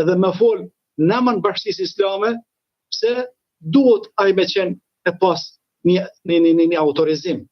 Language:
Albanian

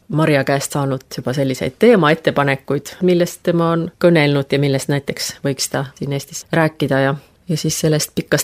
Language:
Estonian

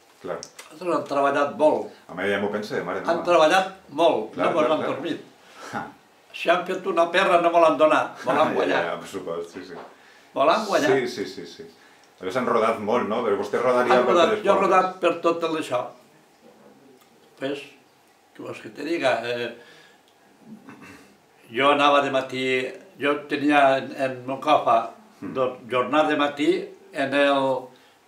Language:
Catalan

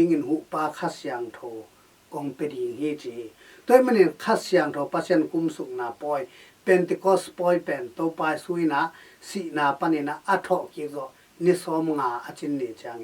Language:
Tedim Chin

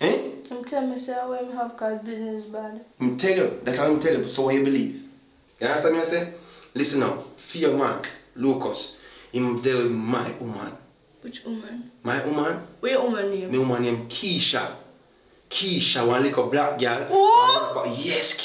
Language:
Jamaican Creole English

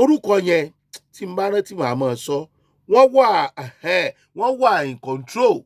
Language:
Yoruba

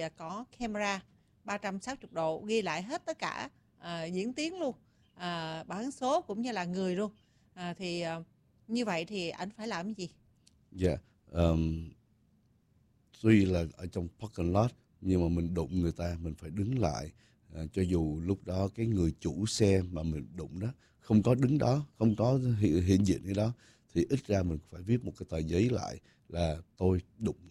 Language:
Vietnamese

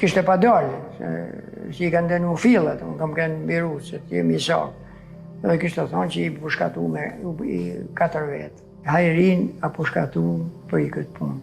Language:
Albanian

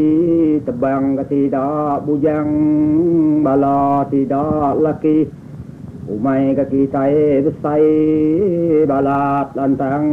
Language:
Iban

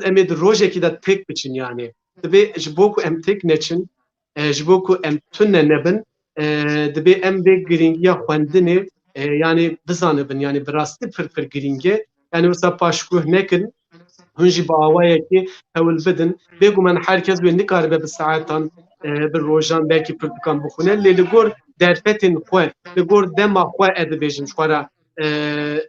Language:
Kurdish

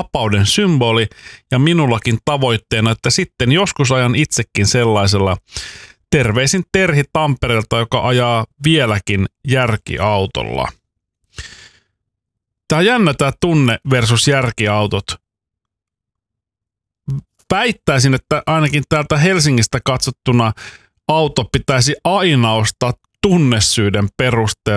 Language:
Finnish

